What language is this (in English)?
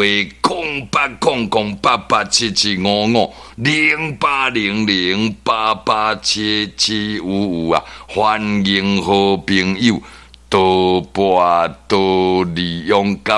Min Nan Chinese